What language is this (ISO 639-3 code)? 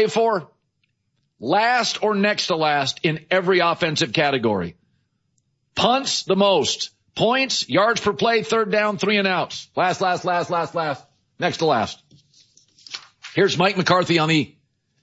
eng